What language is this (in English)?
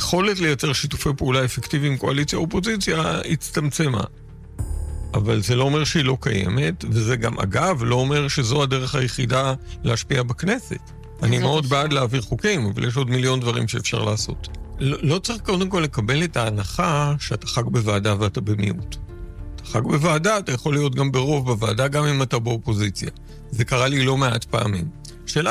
Hebrew